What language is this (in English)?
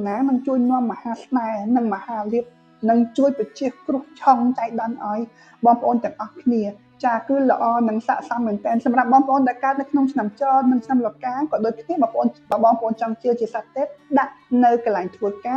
Khmer